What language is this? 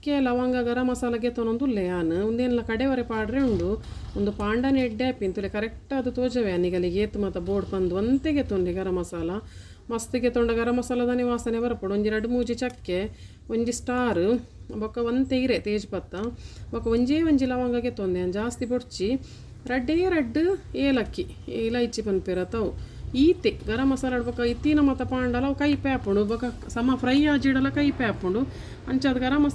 Tulu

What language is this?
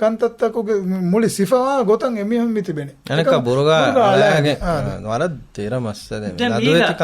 Divehi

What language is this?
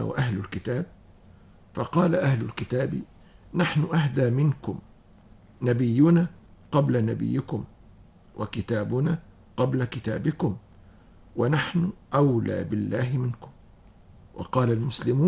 Arabic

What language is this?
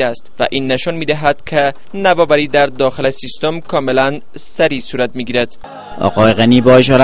Persian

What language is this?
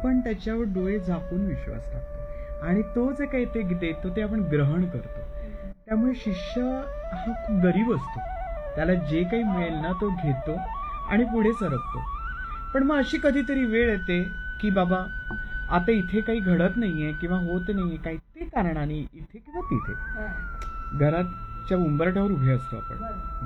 Marathi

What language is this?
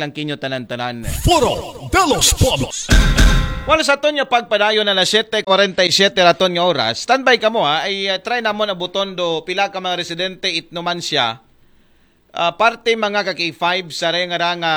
Aklanon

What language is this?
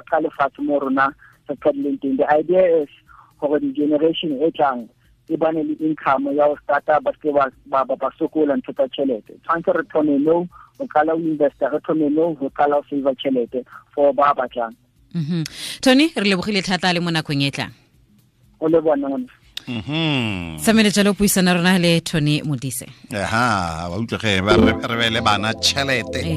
Tswana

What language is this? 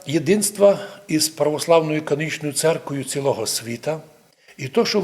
Rusyn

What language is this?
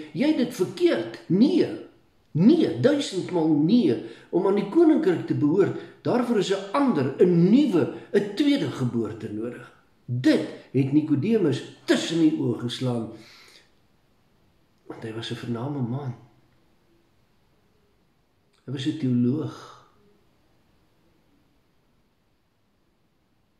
Afrikaans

